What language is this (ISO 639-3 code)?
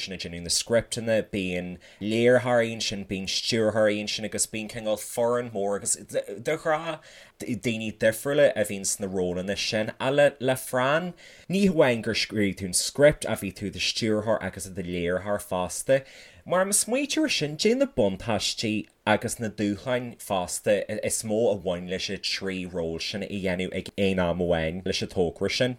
gle